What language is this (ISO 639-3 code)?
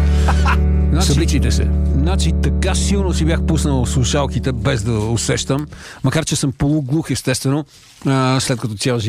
bul